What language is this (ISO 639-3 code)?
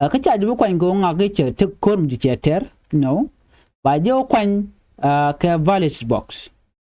nus